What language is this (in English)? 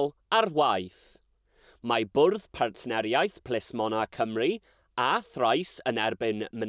Welsh